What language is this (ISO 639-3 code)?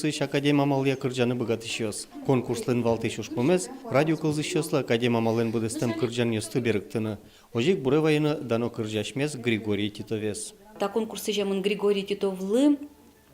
udm